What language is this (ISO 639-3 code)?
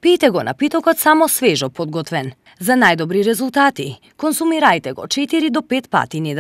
mkd